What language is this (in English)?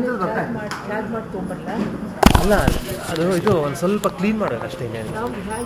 Kannada